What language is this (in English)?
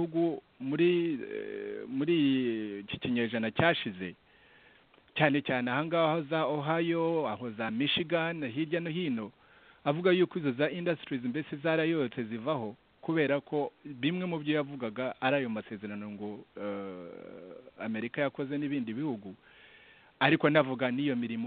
Kinyarwanda